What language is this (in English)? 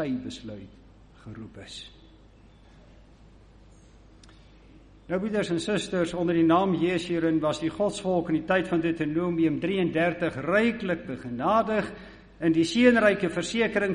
Afrikaans